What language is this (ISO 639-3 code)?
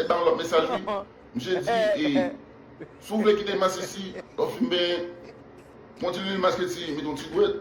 hat